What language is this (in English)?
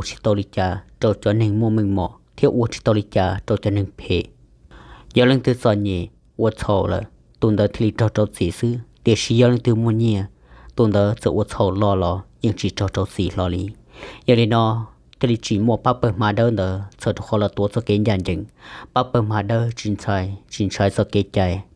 Hmong